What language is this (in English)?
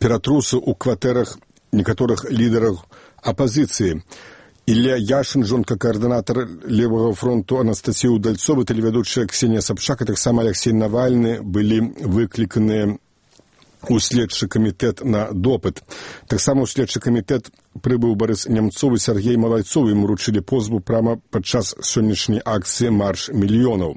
Belarusian